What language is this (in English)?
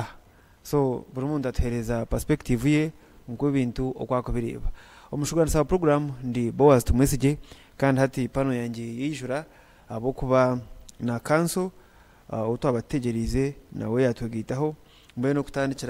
Nyankole